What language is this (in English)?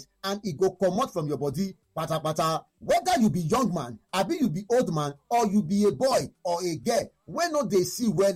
Nigerian Pidgin